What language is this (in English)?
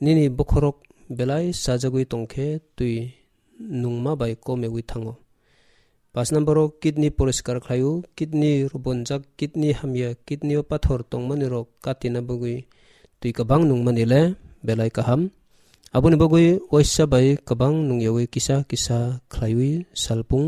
Kok Borok